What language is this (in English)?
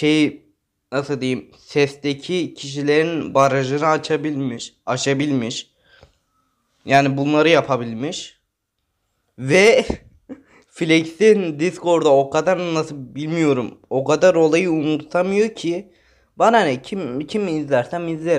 Turkish